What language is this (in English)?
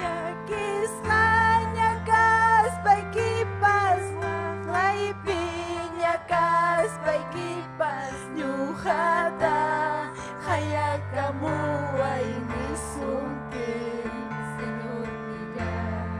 Ayacucho Quechua